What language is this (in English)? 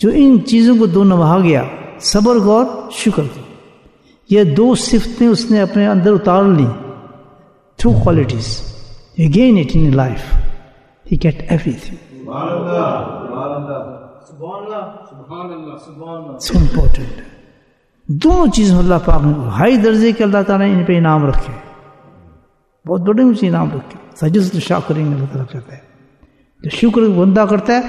Urdu